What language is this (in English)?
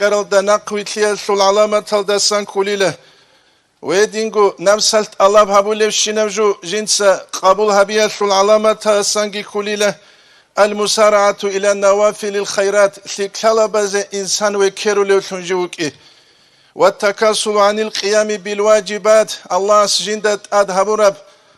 Avaric